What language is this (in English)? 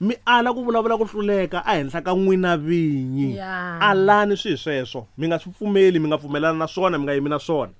Tsonga